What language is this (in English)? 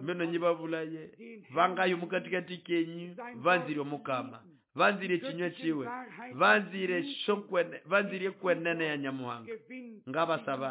Nande